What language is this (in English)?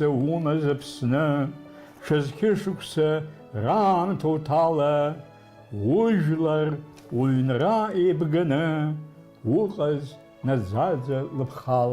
Abkhazian